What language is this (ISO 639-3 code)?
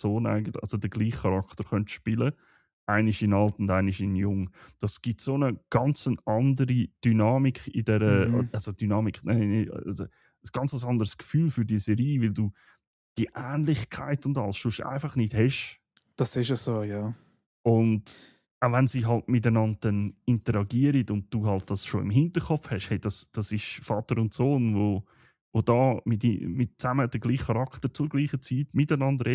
gsw